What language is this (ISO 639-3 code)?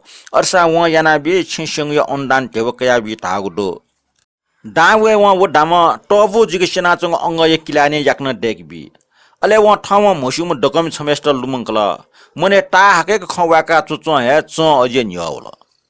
new